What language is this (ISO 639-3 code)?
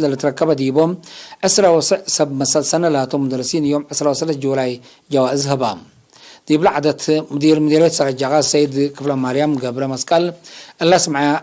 tig